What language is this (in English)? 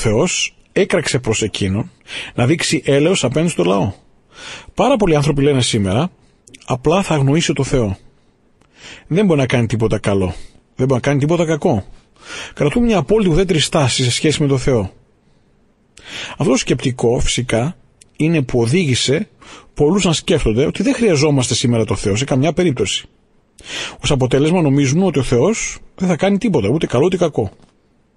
Greek